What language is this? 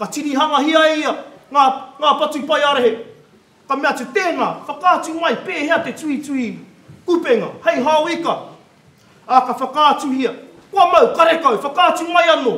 Māori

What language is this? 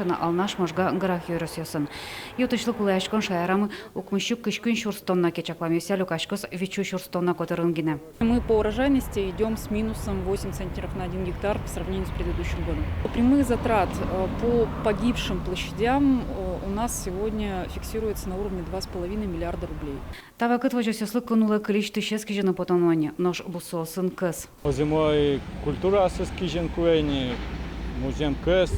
Udmurt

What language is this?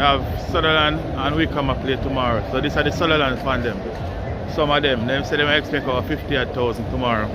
Jamaican Creole English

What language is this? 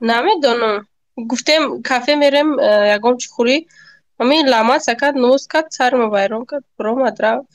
Tajik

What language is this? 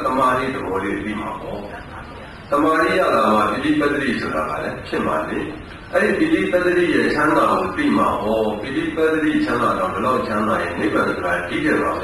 Burmese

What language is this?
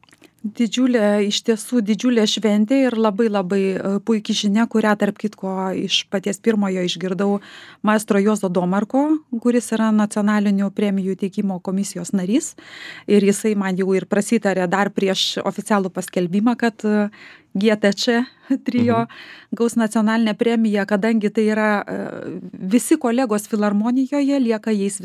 Lithuanian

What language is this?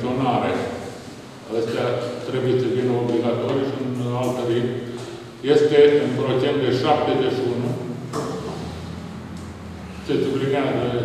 Romanian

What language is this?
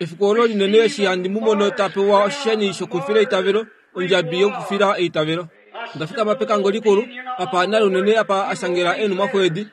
Kuanyama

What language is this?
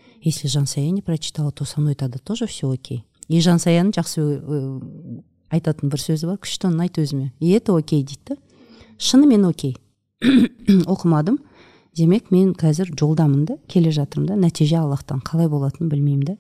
Kazakh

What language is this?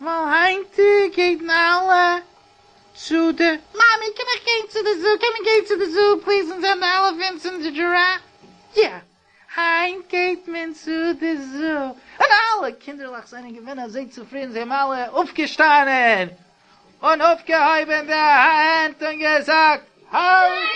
Yiddish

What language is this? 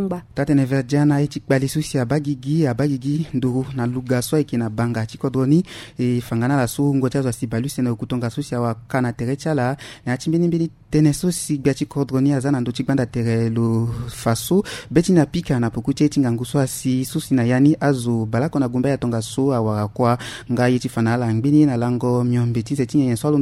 Sango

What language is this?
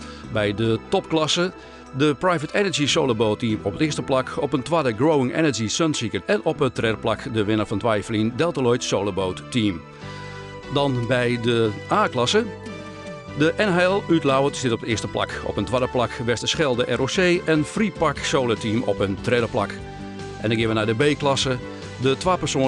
Western Frisian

